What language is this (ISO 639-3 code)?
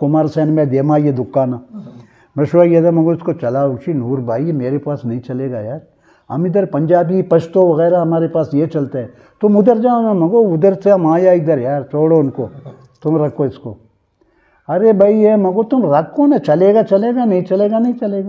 bgp